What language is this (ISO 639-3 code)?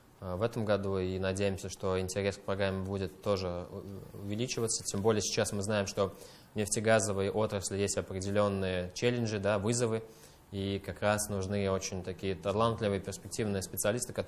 rus